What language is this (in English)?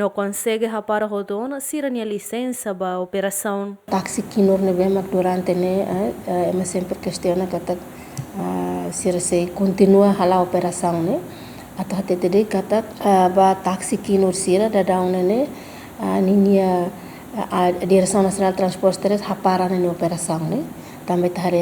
Tetum